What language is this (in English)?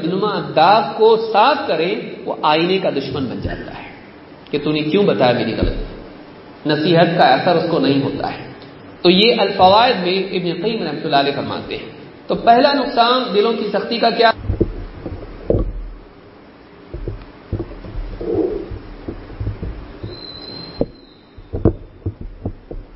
Urdu